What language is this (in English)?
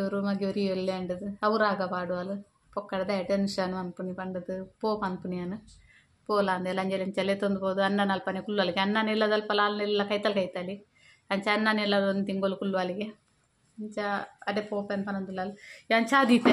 Tulu